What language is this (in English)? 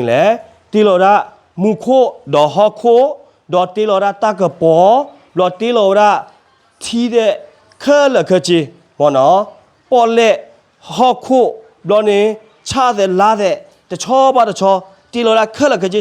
S'gaw Karen